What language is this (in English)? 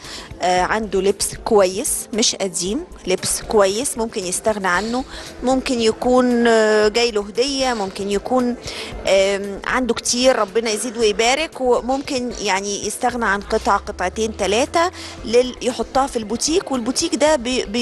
Egyptian Arabic